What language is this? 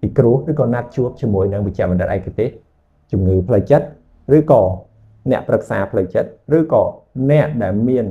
Khmer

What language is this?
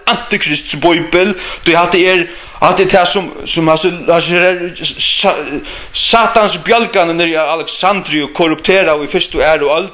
Faroese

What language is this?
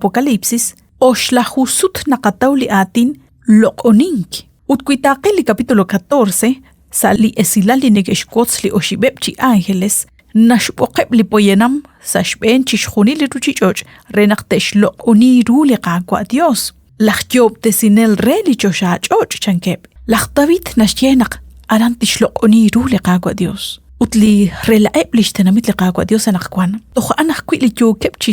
Kekchí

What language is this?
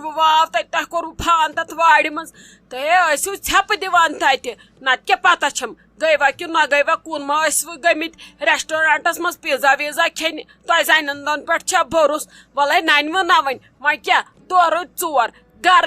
Kashmiri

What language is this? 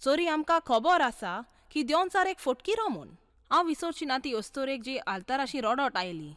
Konkani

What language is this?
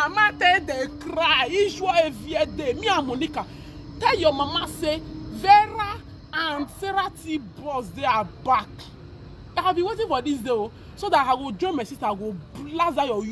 Nigerian Pidgin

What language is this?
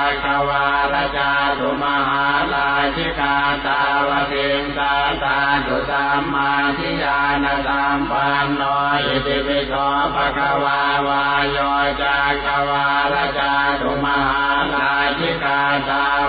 Pali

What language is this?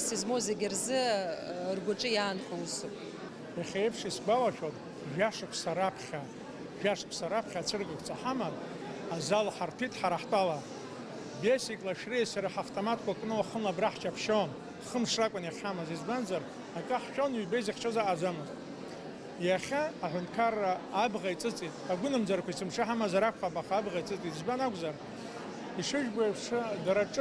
Abkhazian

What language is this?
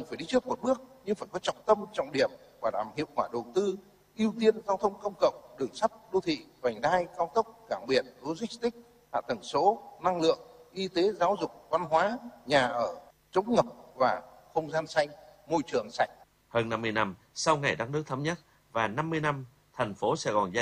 Vietnamese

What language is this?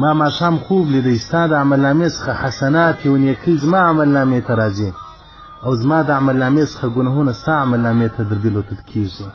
Pashto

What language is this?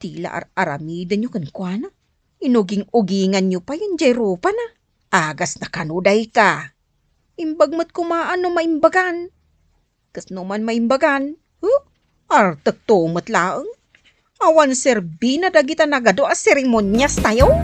Iloko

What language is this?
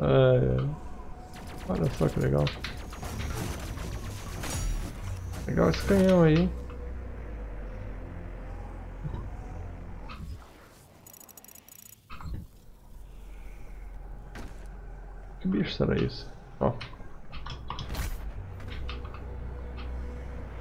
Portuguese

